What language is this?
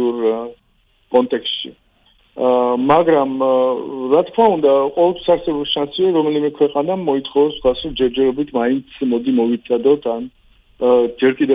Georgian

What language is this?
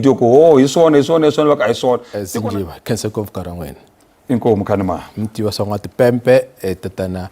Tsonga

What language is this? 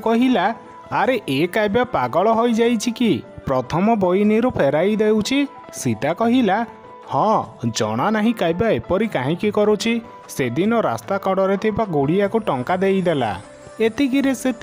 Odia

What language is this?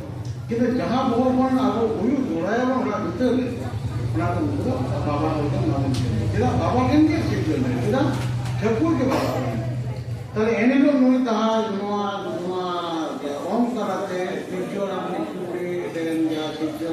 Santali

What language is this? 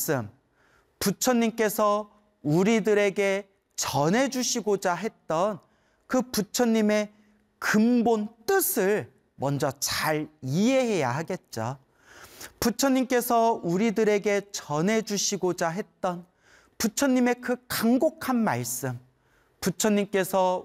Korean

